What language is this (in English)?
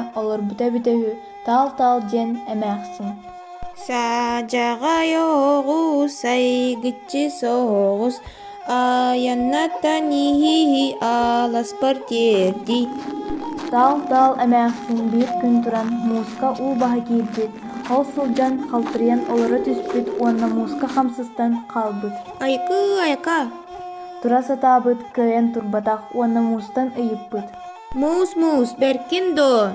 Yakut